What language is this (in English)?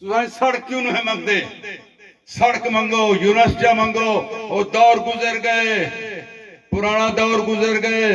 Saraiki